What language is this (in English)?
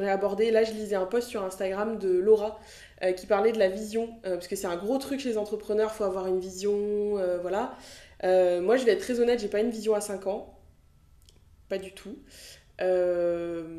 French